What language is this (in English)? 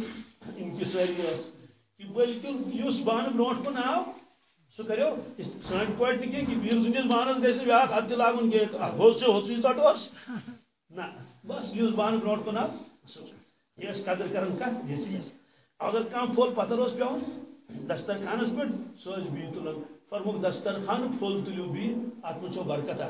Kashmiri